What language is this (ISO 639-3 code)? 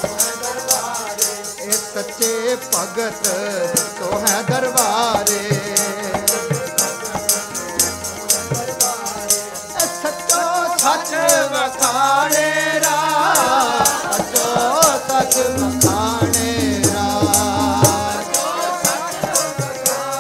pan